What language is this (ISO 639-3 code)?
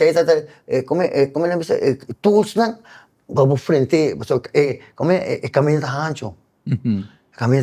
pap